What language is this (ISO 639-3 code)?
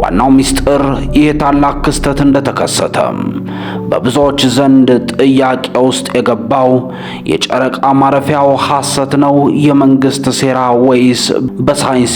amh